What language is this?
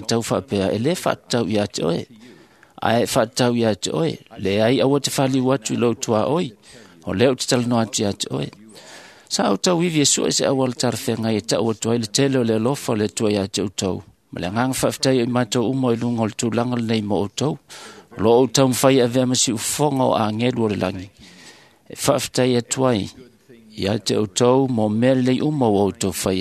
Samoan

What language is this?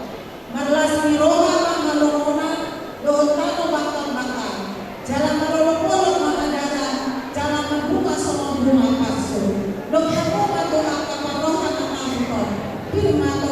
Batak Toba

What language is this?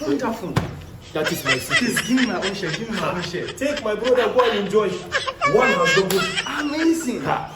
Nigerian Pidgin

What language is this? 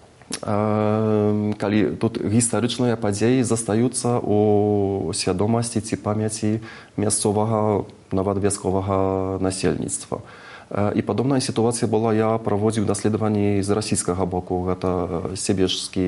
Belarusian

